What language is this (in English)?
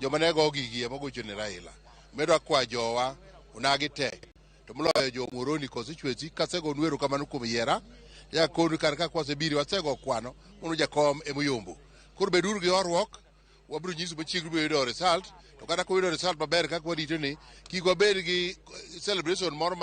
Luo (Kenya and Tanzania)